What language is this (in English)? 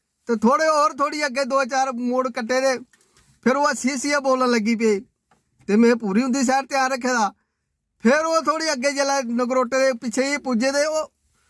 Dogri